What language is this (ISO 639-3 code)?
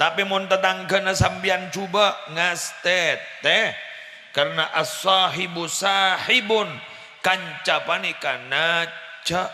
mad